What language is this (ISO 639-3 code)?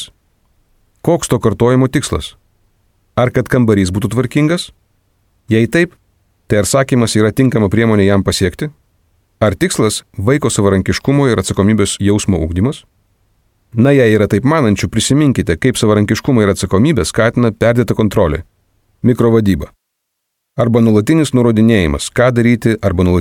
lit